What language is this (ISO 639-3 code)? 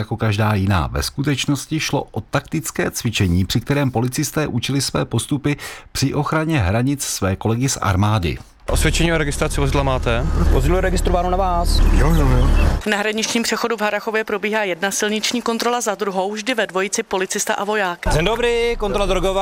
ces